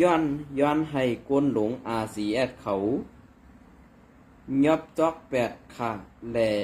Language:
Shan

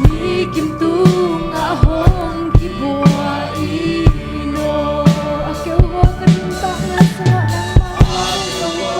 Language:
Tedim Chin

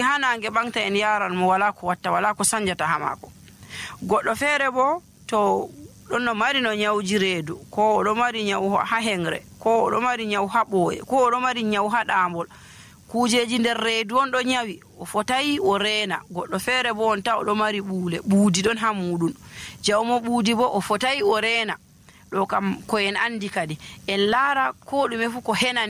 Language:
Nigerian Fulfulde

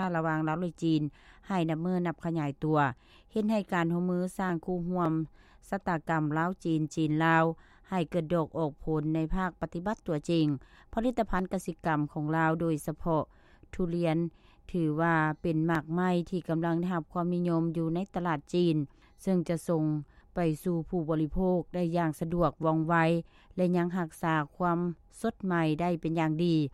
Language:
Lao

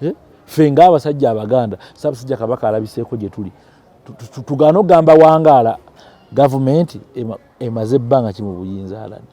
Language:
Ganda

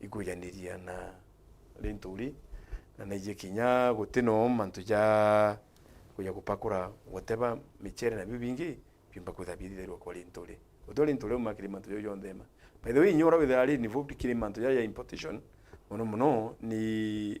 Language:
Meru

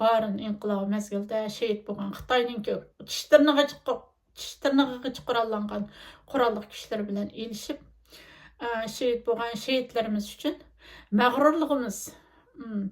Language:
Uyghur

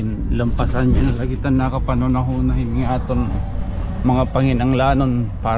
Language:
Waray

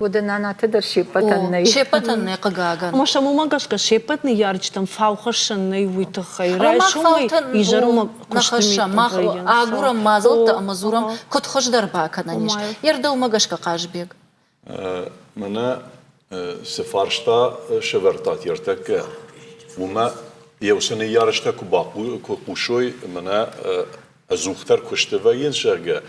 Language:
Ossetic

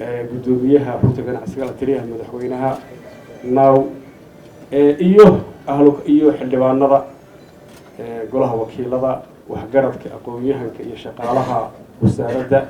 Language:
Somali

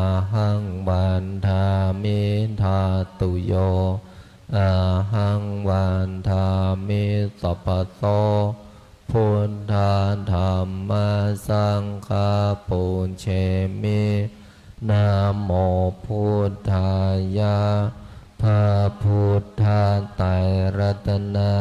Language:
Pali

